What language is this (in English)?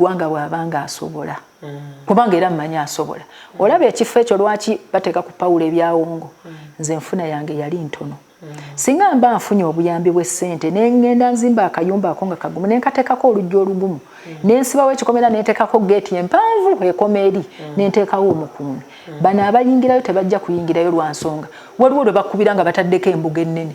Ganda